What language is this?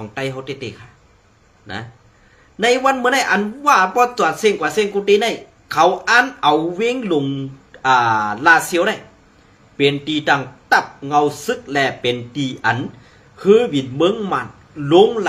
Shan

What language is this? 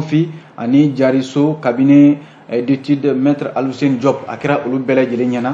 Bambara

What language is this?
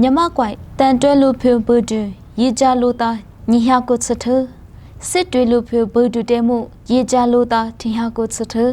Lisu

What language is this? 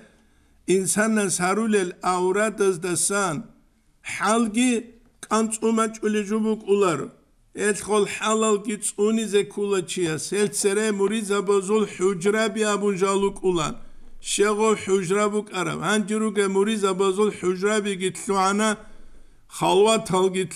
Avaric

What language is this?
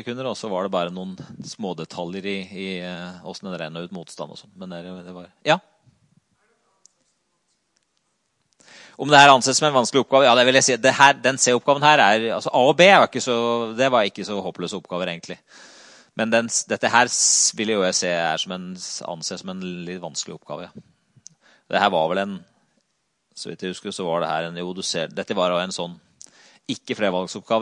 Norwegian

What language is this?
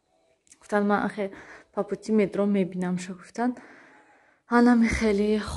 Tajik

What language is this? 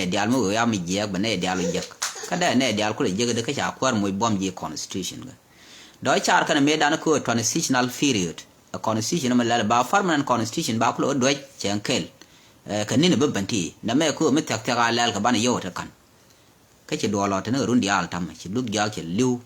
Nuer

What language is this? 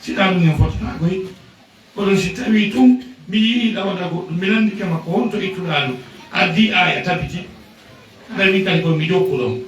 Fula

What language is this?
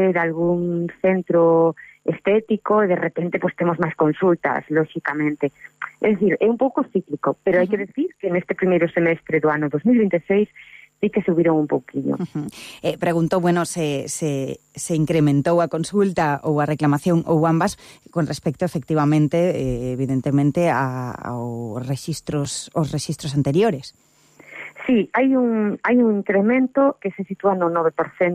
Galician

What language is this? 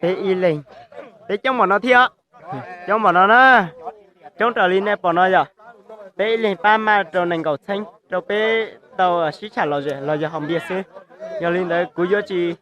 Hmong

